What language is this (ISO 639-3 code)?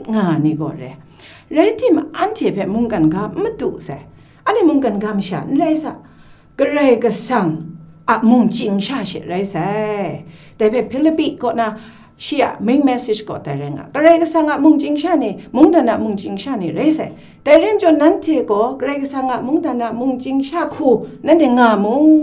kac